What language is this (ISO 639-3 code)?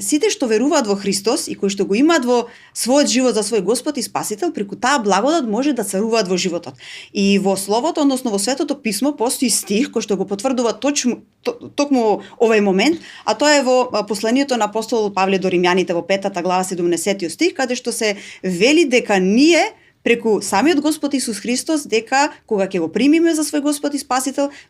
mkd